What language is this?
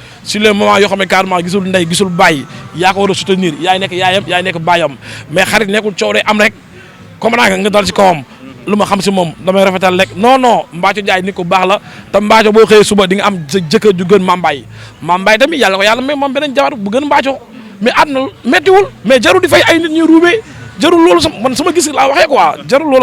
Wolof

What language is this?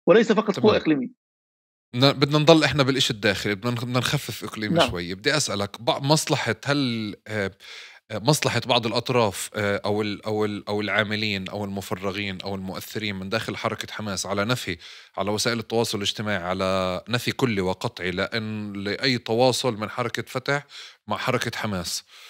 North Levantine Arabic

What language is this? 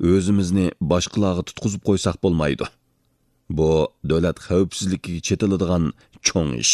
Uyghur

